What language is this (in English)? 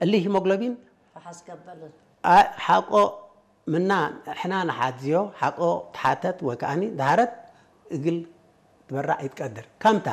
Tigre